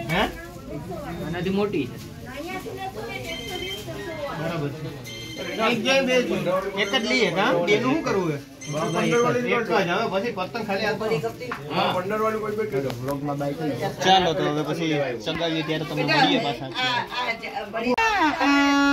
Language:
Gujarati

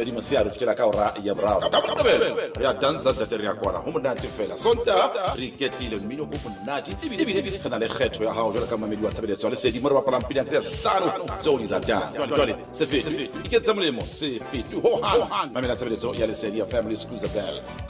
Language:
Southern Sotho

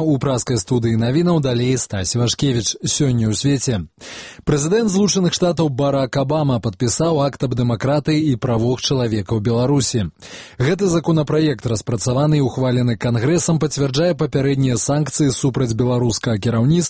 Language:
Belarusian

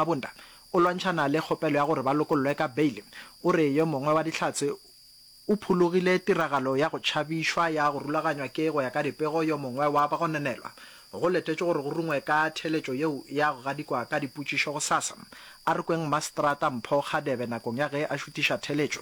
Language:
Northern Sotho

